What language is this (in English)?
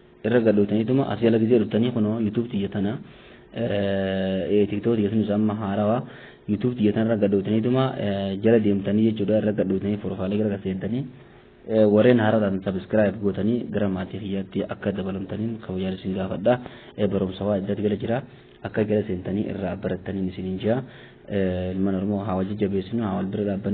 Oromo